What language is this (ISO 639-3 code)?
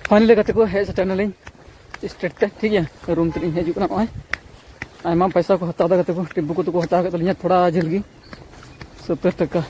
sat